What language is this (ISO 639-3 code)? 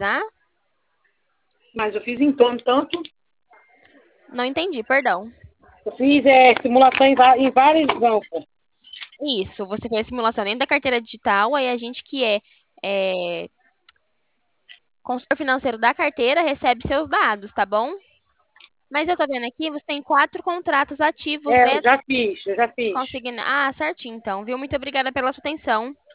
por